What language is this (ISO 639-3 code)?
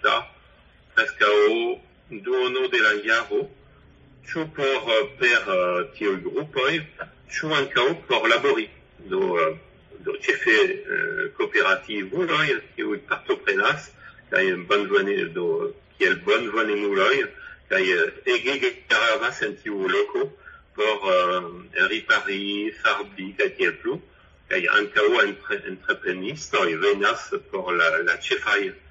epo